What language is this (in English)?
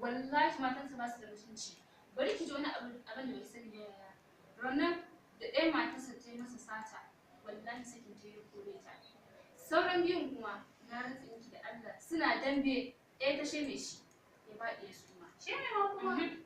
Hausa